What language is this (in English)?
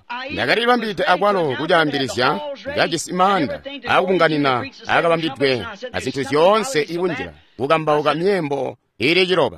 Tonga (Zambia)